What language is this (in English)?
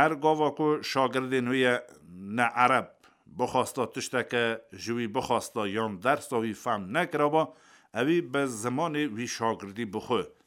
Kurdish